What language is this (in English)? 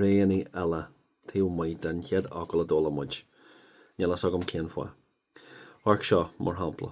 Irish